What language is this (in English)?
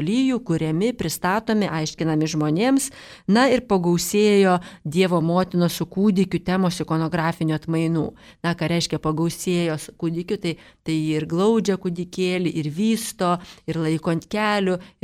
Lithuanian